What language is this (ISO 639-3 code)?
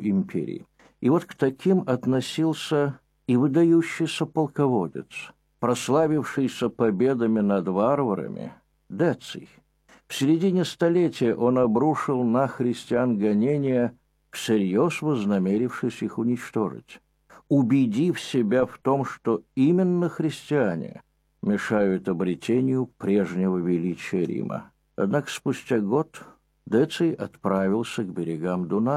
rus